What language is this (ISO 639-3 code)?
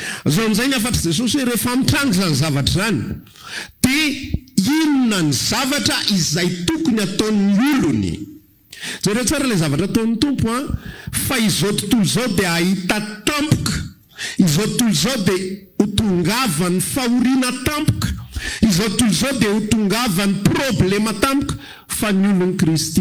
mlg